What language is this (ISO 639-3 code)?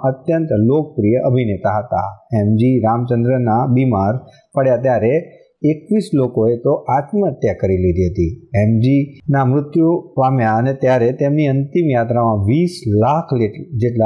guj